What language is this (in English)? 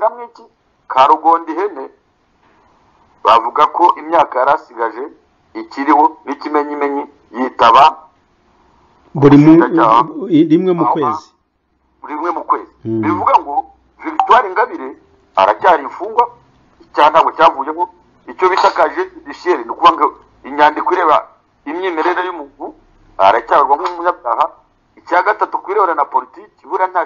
Kinyarwanda